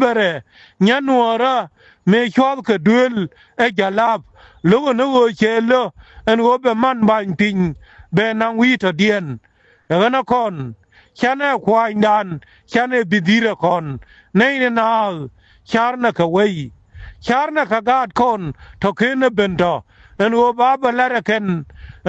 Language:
Nuer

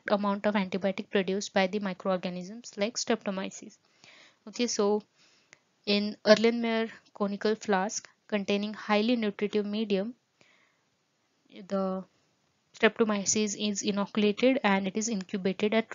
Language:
English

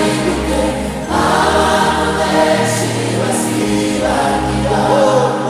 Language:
Kinyarwanda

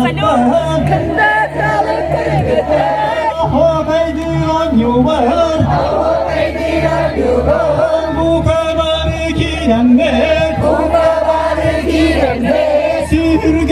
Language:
Yakut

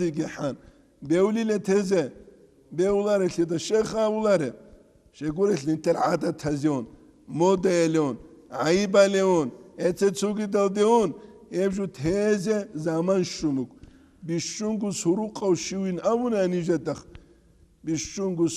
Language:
Avaric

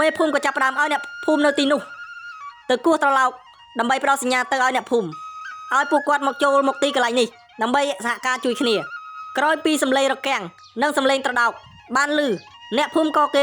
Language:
Khmer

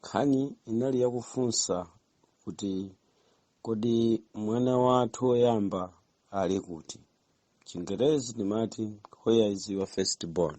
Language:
Nyanja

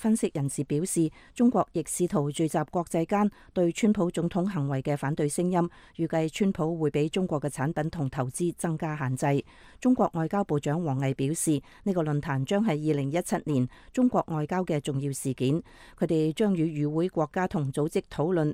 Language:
Cantonese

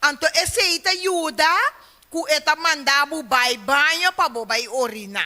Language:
Papiamento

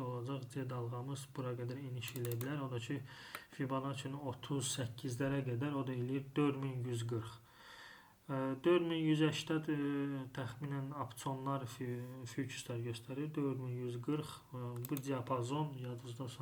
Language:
Azerbaijani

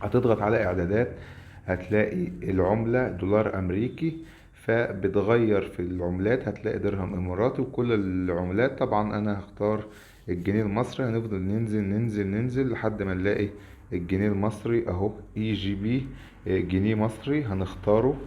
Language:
Egyptian Arabic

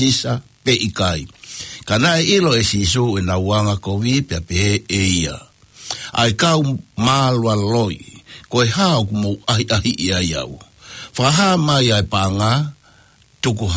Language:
Tongan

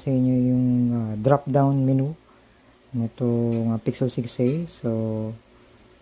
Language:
Filipino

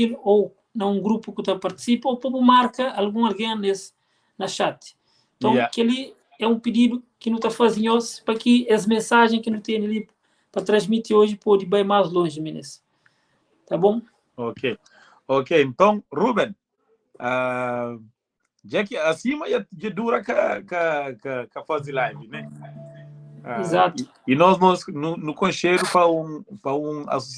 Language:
Kabuverdianu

